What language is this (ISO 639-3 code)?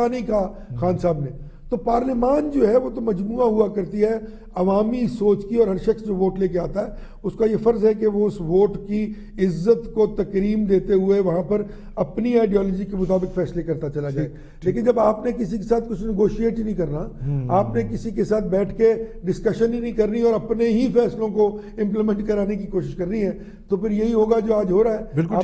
urd